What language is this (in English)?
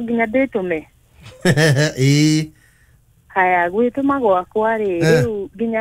Kikuyu